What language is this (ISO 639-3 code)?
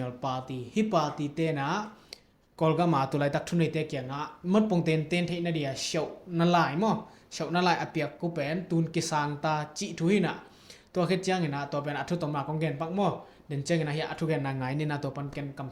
ctd